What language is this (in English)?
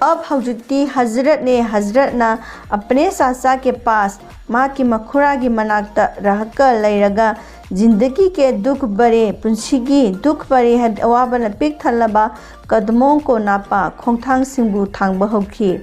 Manipuri